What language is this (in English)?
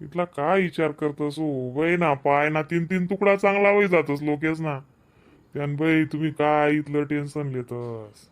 Khandesi